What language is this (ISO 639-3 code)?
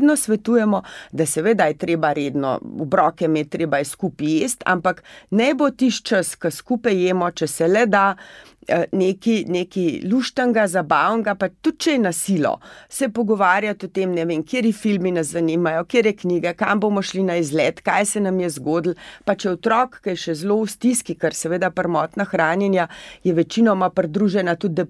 slv